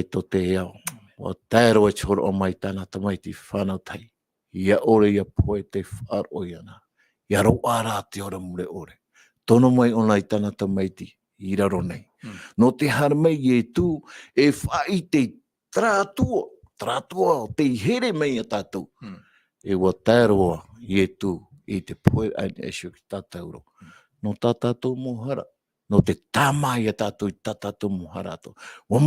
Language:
Tahitian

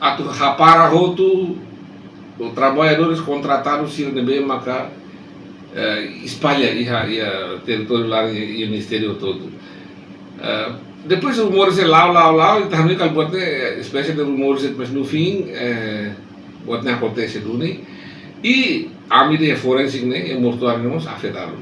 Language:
Tetum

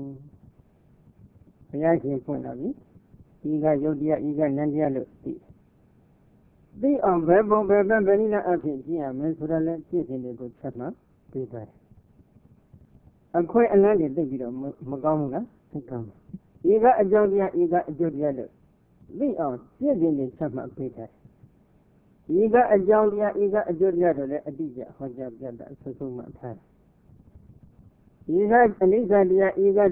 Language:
Burmese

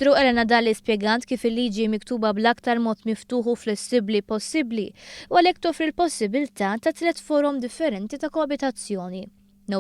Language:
Maltese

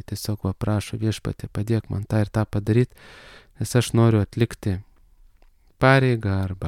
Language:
Lithuanian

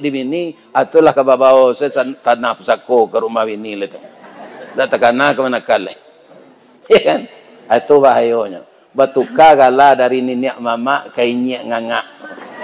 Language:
Minangkabau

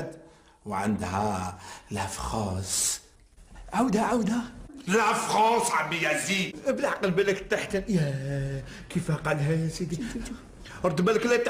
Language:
Algerian Arabic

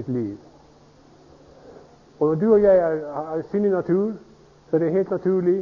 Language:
Norwegian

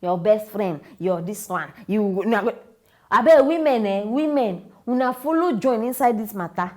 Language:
Nigerian Pidgin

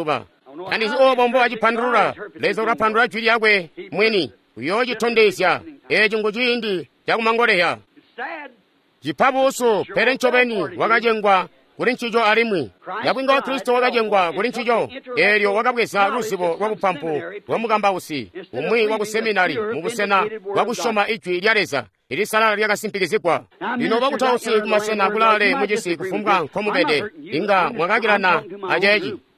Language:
Tonga (Zambia)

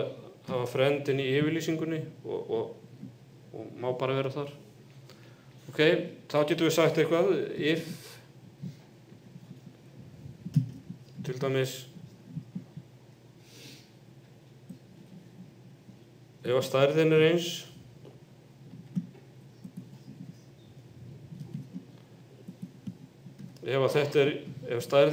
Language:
Icelandic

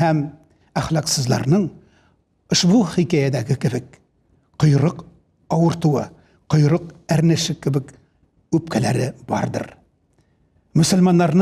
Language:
Tatar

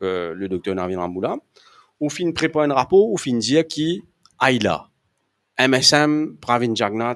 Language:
Morisyen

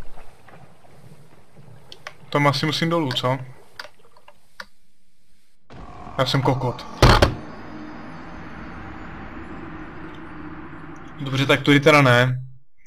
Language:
Czech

